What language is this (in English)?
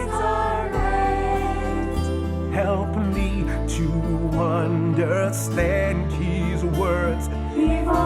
Tahitian